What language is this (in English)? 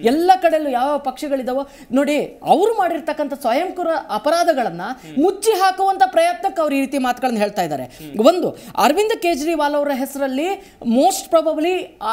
Kannada